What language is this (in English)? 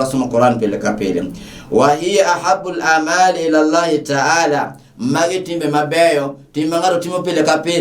Luo (Kenya and Tanzania)